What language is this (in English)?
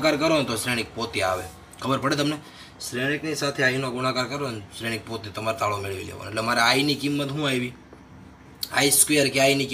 Gujarati